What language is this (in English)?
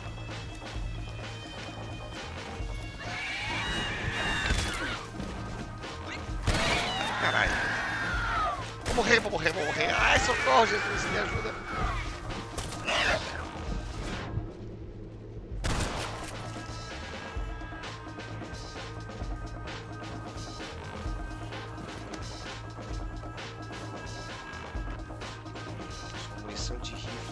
Portuguese